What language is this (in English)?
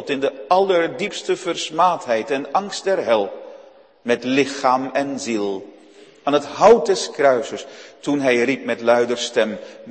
Dutch